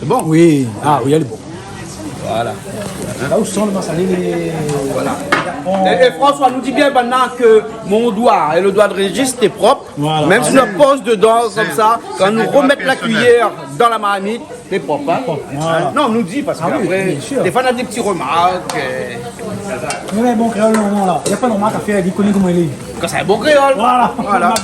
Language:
Réunion Creole French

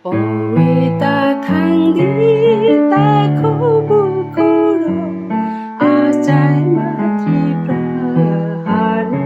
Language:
Kok Borok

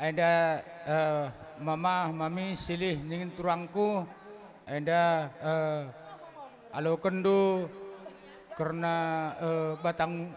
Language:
Batak Karo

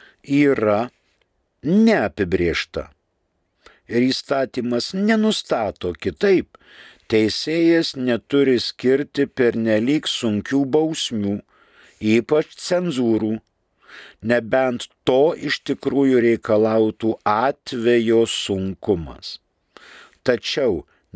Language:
Lithuanian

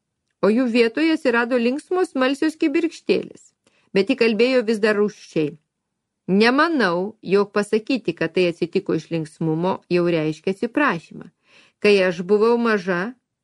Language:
Lithuanian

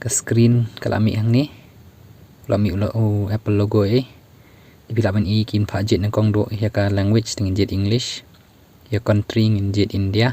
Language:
Khasi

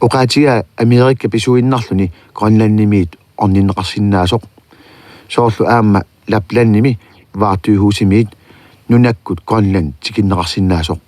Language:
Kalaallisut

